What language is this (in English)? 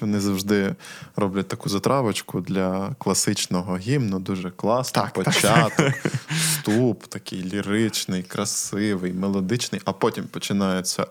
Ukrainian